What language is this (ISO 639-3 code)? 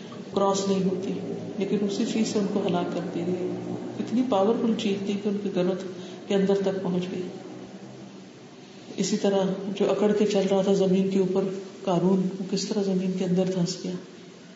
urd